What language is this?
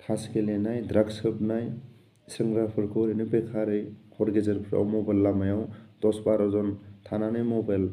Bodo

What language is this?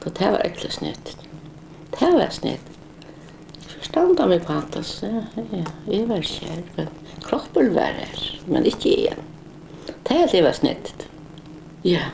Faroese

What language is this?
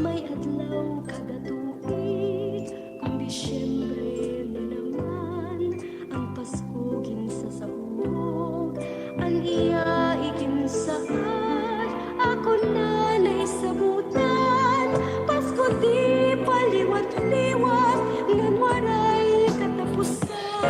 Waray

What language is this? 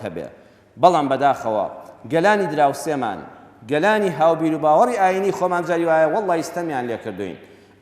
Central Kurdish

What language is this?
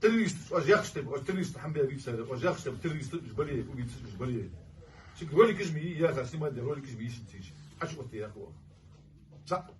Chechen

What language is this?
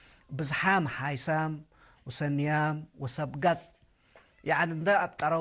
Tigre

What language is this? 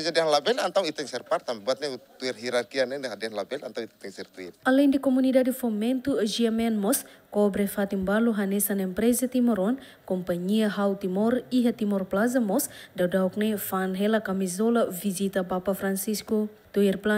Tetum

